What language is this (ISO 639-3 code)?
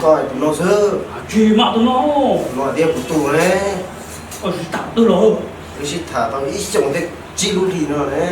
hmn